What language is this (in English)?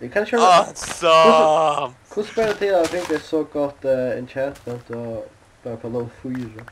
Faroese